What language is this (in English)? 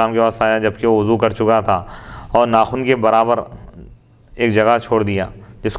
Urdu